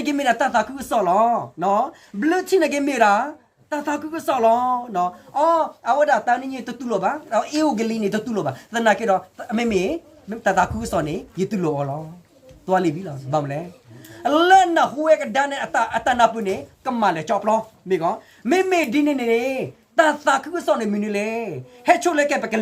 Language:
S'gaw Karen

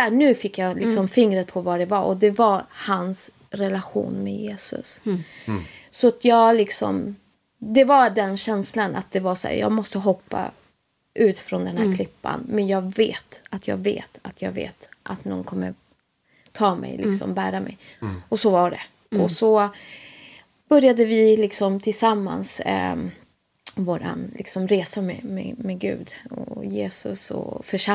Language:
Swedish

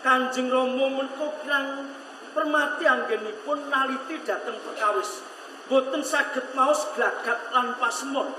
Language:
Javanese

